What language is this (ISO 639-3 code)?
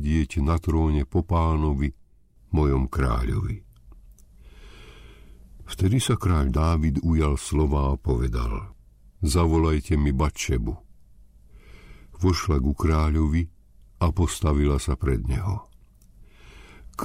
slk